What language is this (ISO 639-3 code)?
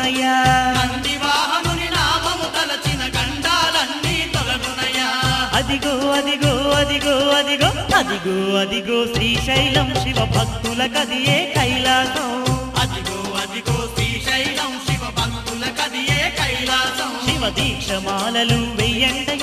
tel